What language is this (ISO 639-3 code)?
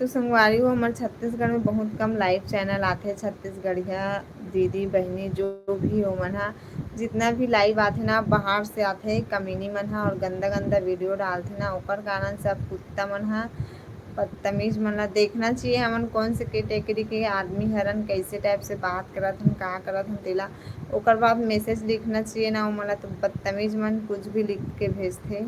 hne